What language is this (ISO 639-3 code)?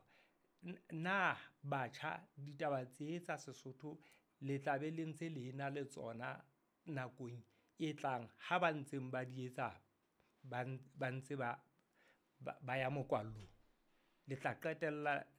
sot